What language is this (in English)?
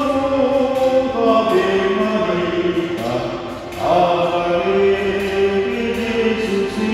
Batak Toba